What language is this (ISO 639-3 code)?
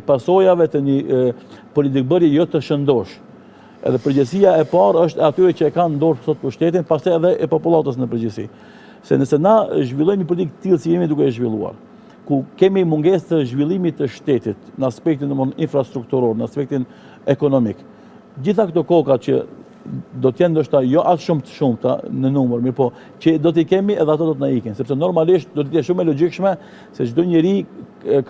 sqi